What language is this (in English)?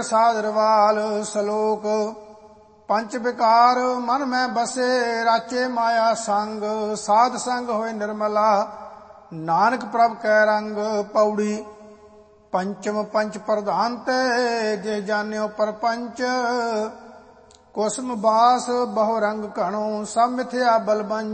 Punjabi